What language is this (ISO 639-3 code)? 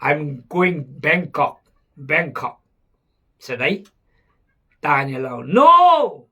kjg